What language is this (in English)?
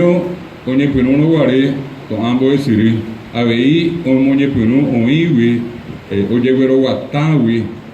Guarani